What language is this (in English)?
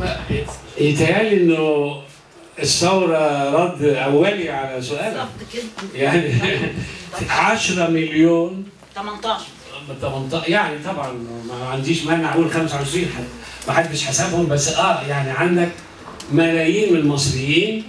Egyptian Arabic